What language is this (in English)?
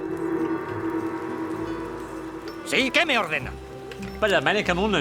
Bavarian